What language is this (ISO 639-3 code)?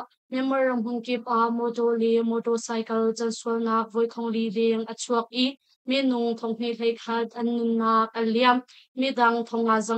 cnh